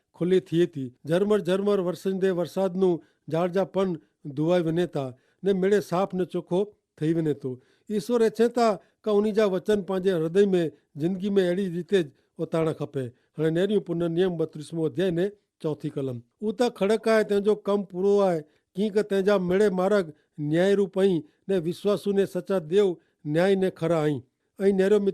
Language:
Kachhi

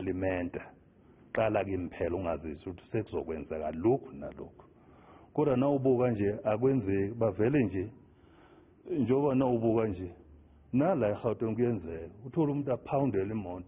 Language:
Zulu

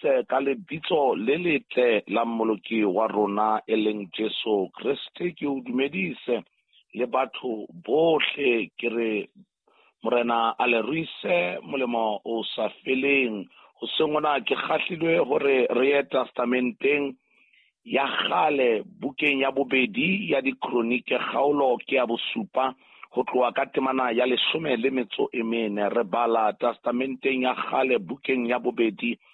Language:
Southern Sotho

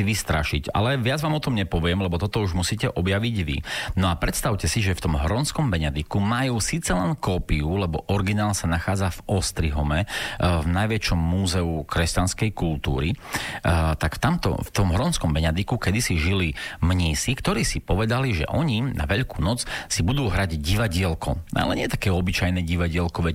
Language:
Slovak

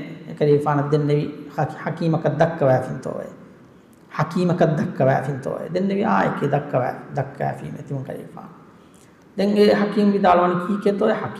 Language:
Divehi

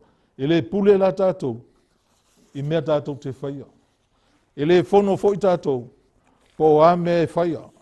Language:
Samoan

